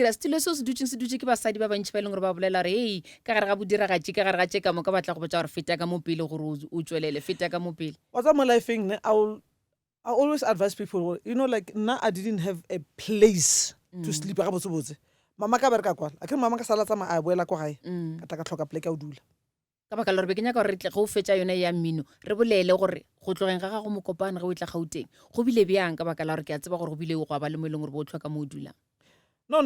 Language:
Northern Sotho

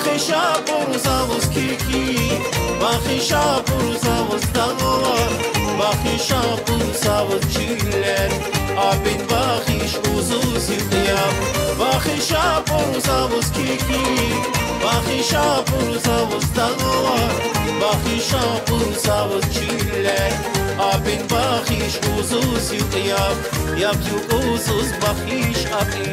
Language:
Tabassaran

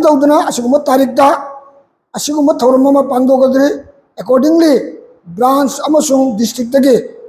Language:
Manipuri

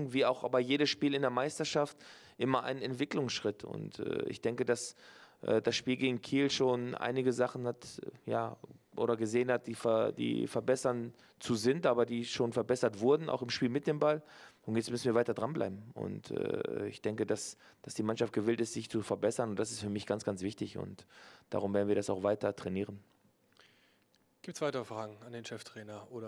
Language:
German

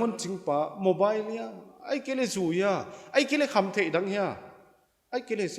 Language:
Paite Chin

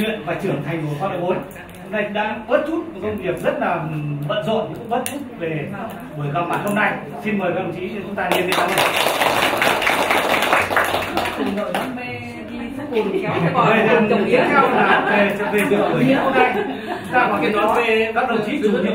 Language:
Vietnamese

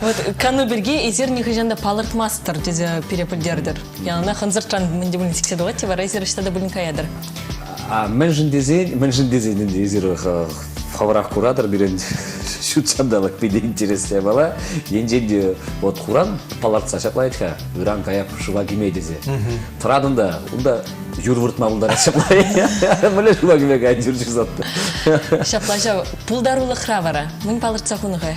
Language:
Chuvash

